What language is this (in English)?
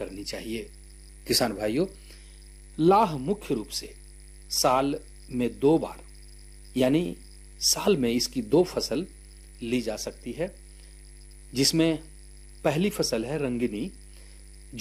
Hindi